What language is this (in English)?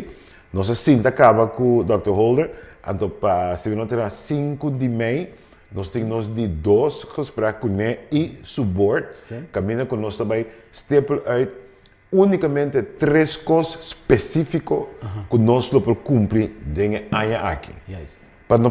Papiamento